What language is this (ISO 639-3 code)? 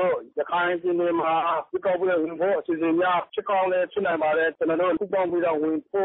mya